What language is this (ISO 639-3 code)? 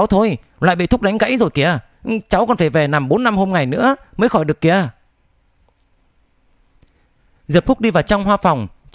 vie